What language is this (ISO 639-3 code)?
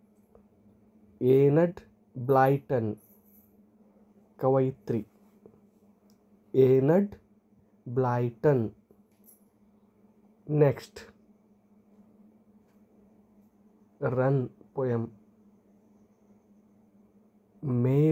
kan